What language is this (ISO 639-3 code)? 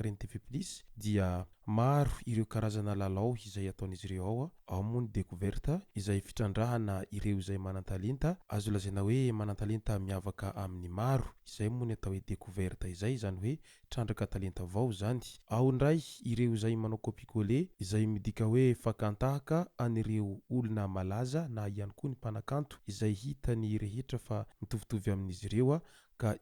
mlg